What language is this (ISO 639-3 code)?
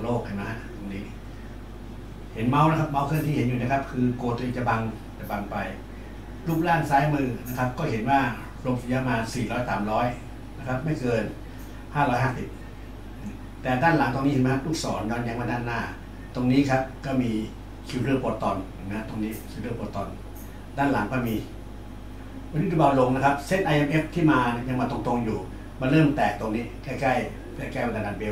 tha